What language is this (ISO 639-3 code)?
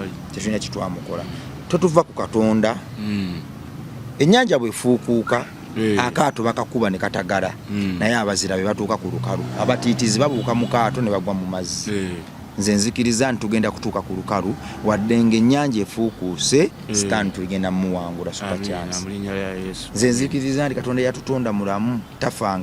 lug